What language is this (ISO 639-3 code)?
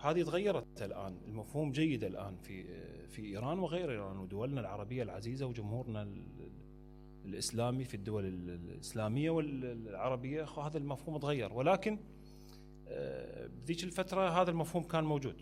acm